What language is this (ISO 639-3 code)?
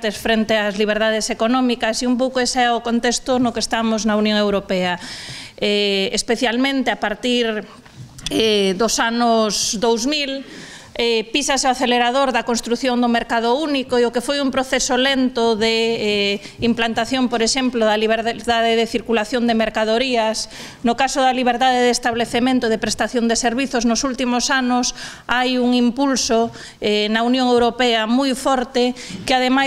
glg